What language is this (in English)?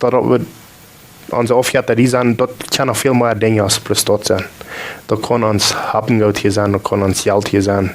Plautdietsch